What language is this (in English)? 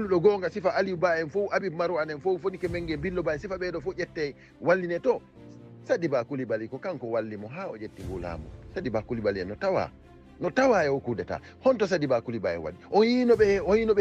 Fula